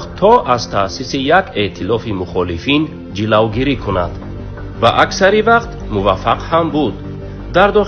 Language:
Tajik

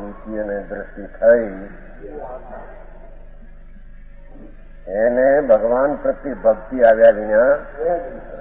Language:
Gujarati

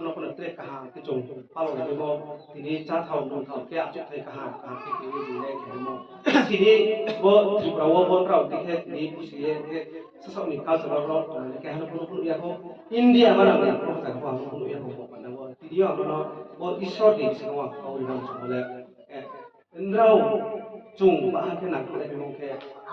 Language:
Riang (India)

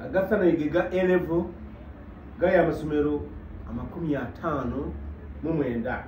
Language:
Ganda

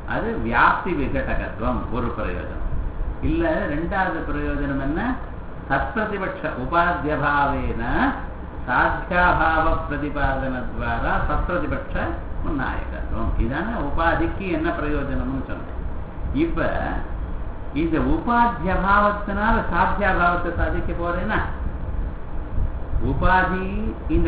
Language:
Tamil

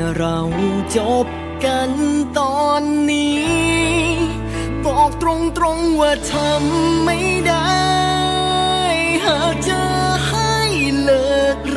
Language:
Thai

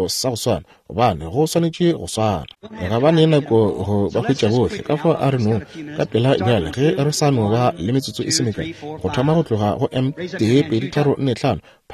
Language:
Northern Sotho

